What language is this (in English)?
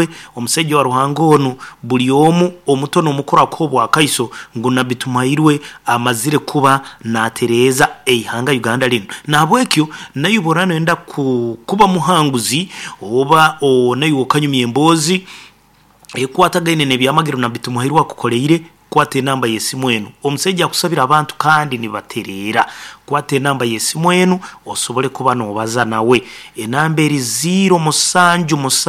Nyankole